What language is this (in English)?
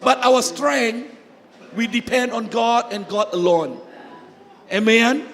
Iban